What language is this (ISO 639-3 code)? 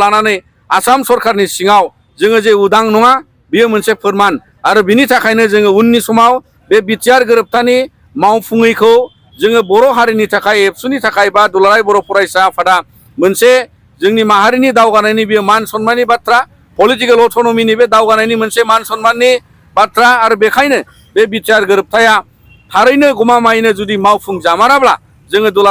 brx